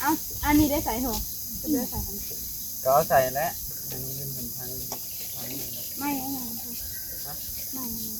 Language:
Northeastern Thai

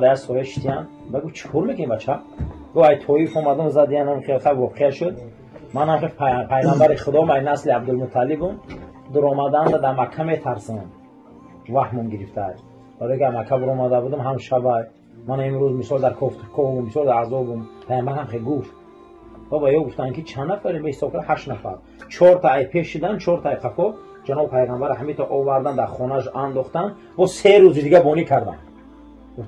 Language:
Tajik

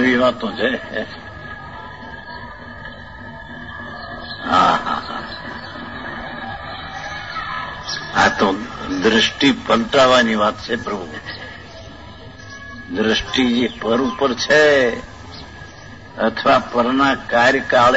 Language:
Gujarati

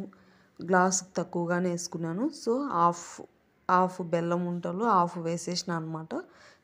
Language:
Telugu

